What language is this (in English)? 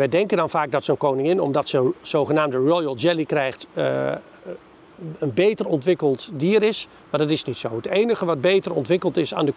Dutch